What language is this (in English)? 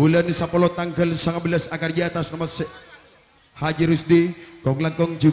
Madurese